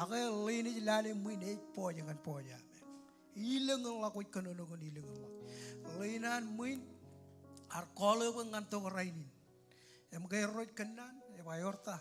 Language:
Marshallese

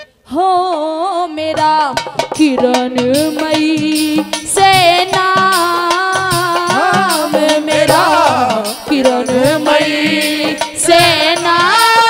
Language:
Hindi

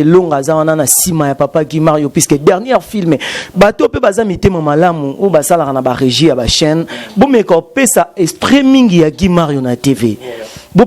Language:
Lingala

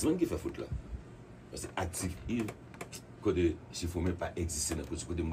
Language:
Haitian Creole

